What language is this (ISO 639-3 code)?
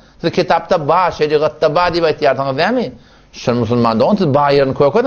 tuk